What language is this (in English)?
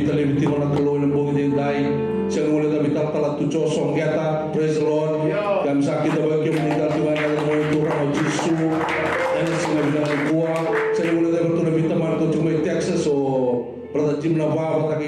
Fijian